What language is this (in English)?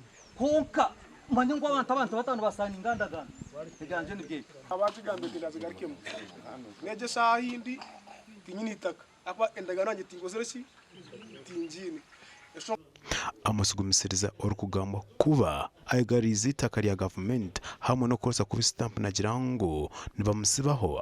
Nyankole